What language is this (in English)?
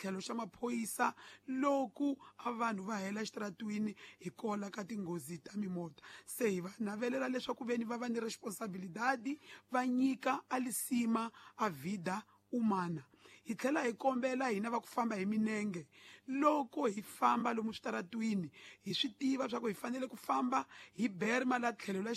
Tsonga